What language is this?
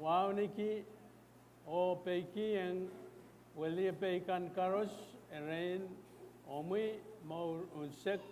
Pohnpeian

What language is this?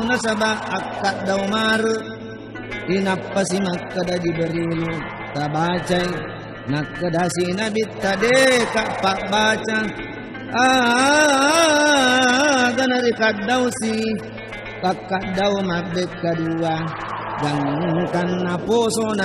Buginese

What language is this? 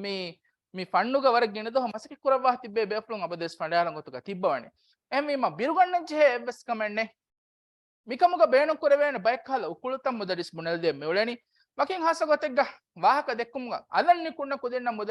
Divehi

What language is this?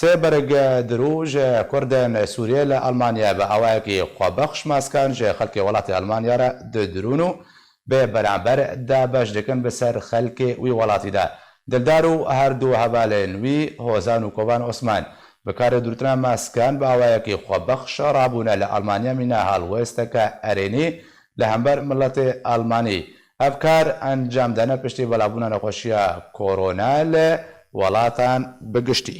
Kurdish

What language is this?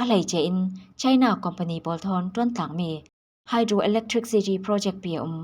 Falam Chin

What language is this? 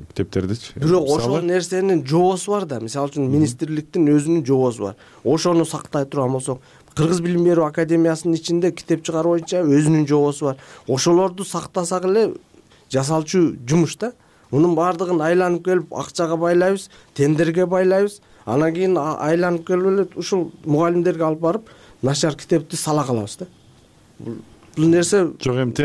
Kyrgyz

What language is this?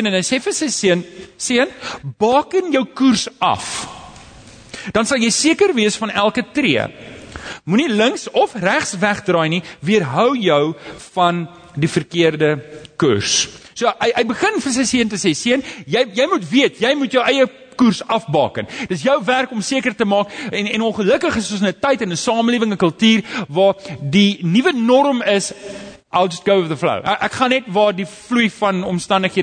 Afrikaans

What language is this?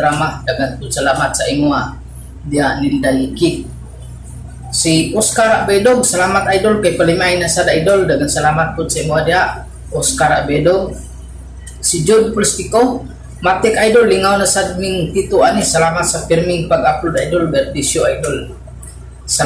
Cebuano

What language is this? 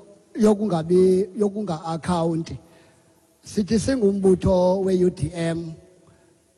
Xhosa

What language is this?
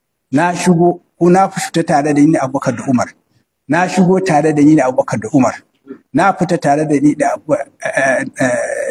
Hausa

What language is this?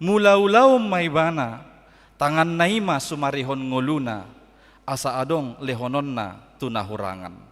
Batak Toba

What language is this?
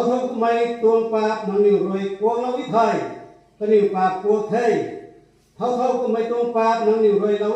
Rongmei Naga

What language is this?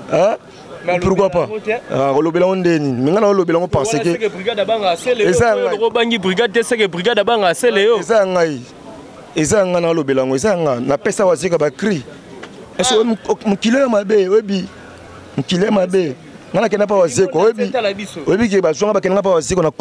Lingala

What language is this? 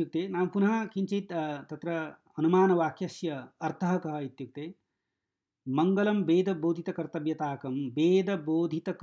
Sanskrit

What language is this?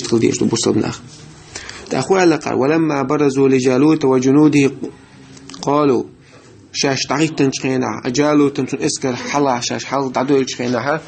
Chechen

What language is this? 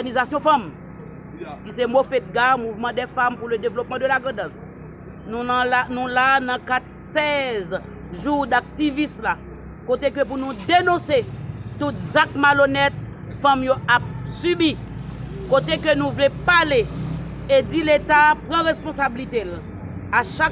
Haitian Creole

